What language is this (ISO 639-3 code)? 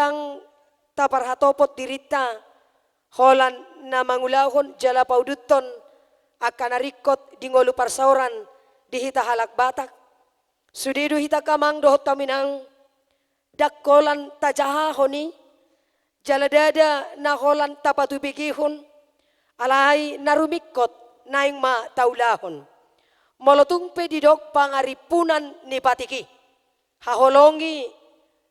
bbc